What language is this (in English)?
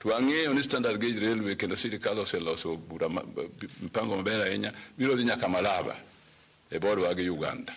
Luo (Kenya and Tanzania)